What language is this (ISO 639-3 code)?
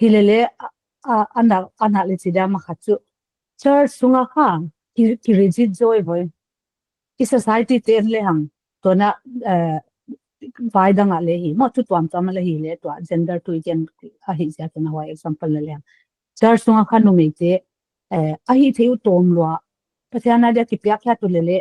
pck